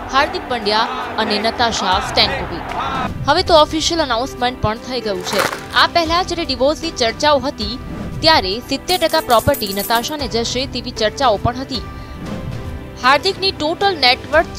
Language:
Gujarati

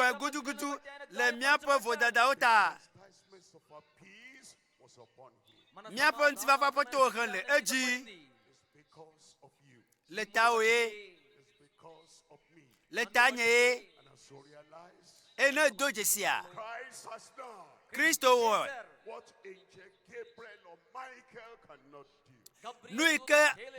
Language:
Ewe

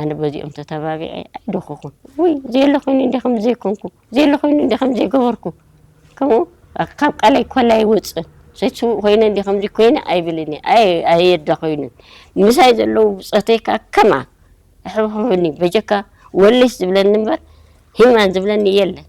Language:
Tigrinya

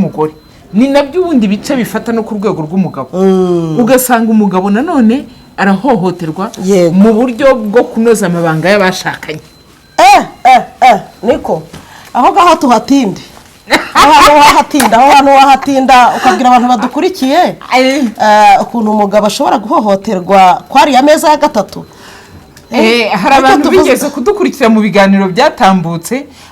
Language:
Kinyarwanda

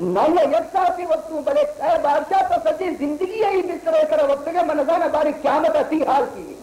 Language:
Baluchi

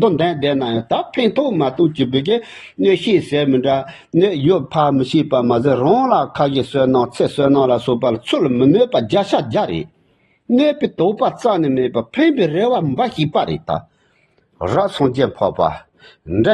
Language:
Tibetan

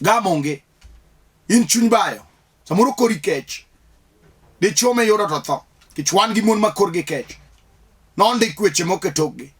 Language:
Luo (Kenya and Tanzania)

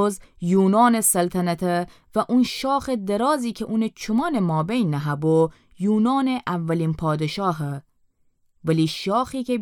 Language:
Gilaki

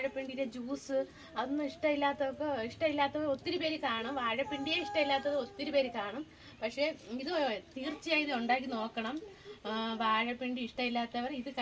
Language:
Malayalam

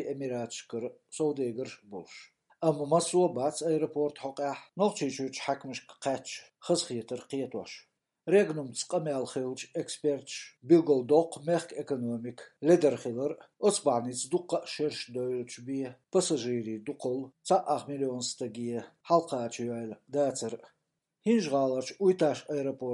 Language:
Chechen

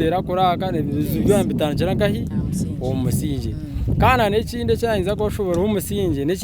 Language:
Nyankole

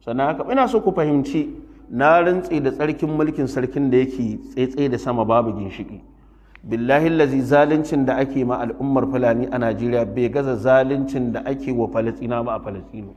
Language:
Hausa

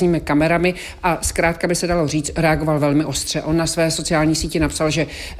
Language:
Czech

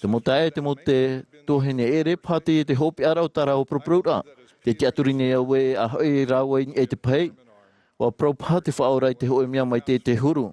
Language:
Tahitian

